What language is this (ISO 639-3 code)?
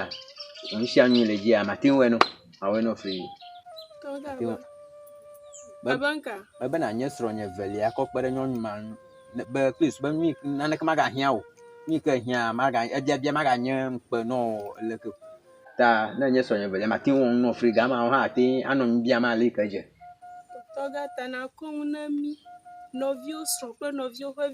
ewe